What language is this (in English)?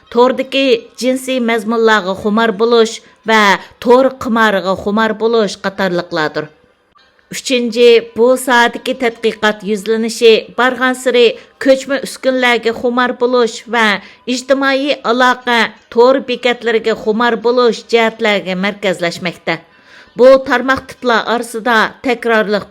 Uyghur